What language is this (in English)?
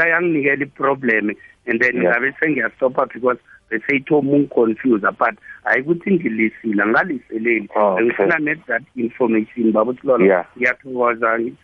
South Ndebele